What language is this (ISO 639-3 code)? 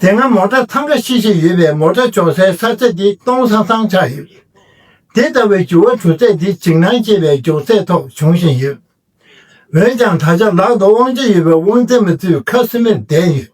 bod